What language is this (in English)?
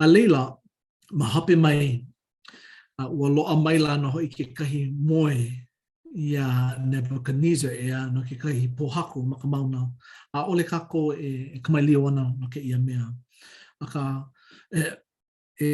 Hawaiian